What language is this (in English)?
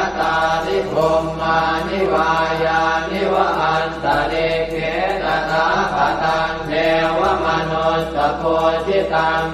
Pali